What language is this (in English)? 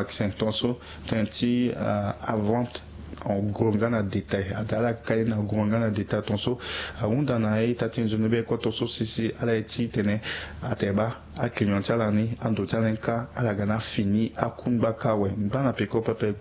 Sango